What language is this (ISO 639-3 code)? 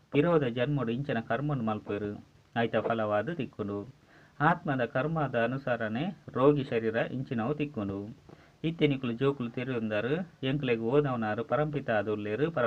tcy